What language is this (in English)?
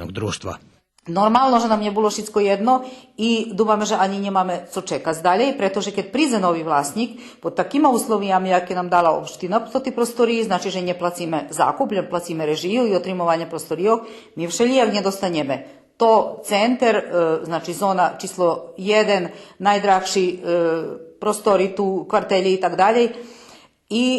Rusyn